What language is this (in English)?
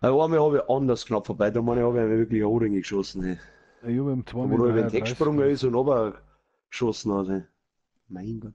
Bavarian